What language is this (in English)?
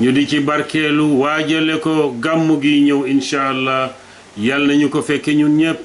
Wolof